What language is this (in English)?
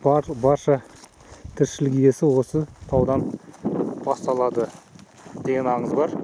Kazakh